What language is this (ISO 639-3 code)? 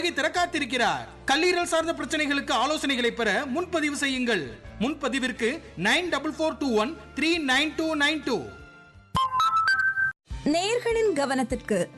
tam